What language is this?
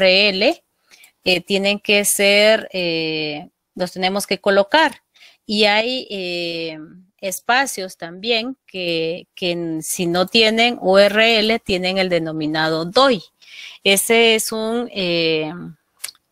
Spanish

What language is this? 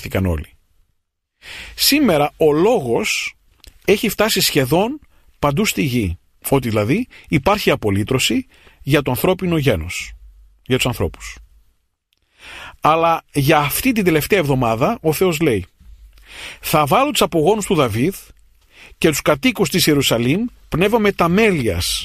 Greek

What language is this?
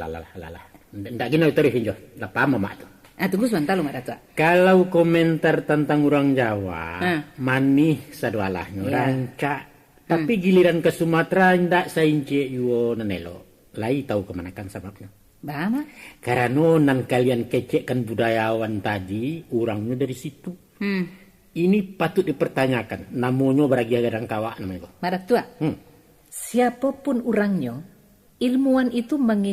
Minangkabau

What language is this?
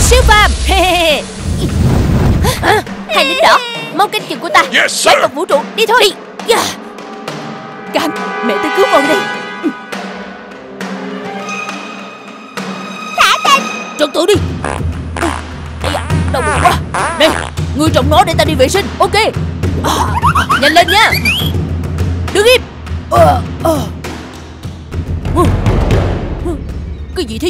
Vietnamese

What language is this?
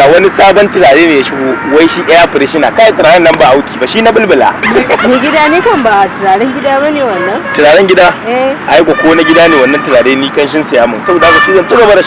Hausa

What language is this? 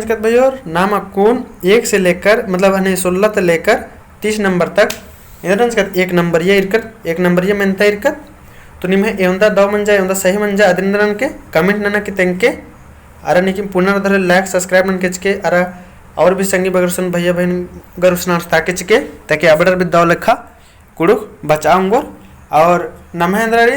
Kurukh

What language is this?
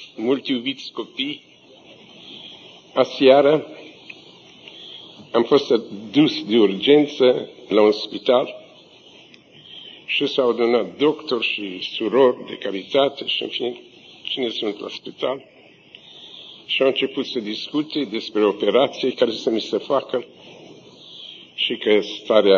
Romanian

